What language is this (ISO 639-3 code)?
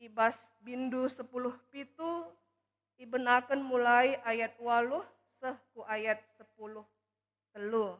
btx